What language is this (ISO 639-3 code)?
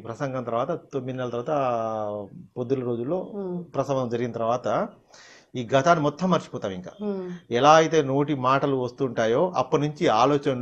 tel